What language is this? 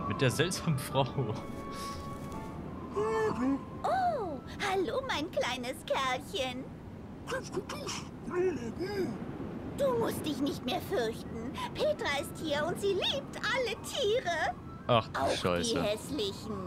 German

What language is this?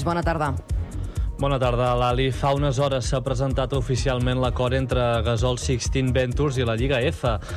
Catalan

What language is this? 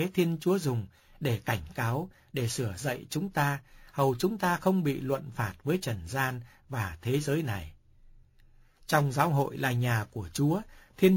Vietnamese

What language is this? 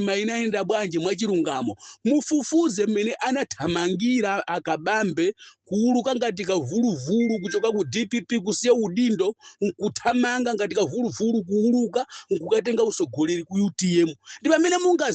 Nyanja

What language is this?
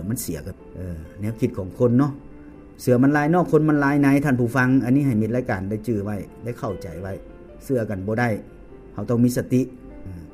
Lao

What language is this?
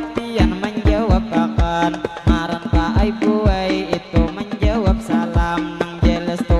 Banjar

